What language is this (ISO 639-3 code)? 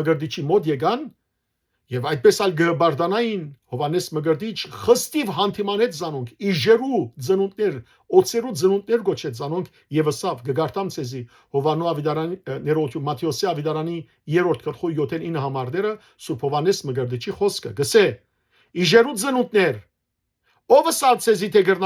hyw